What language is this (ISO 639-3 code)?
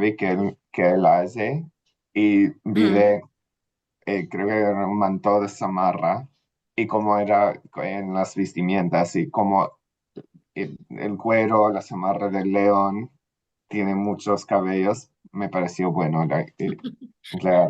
lad